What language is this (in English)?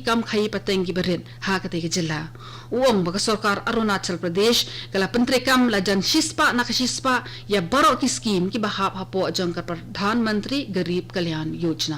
Khasi